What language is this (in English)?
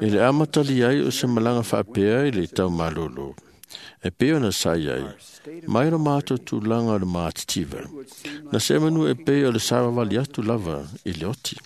Samoan